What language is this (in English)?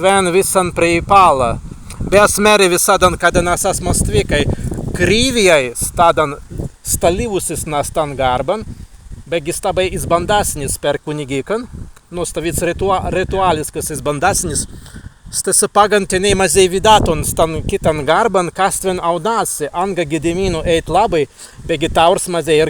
Prussian